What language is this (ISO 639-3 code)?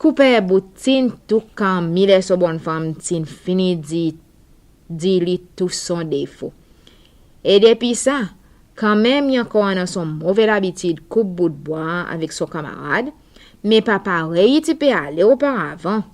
crs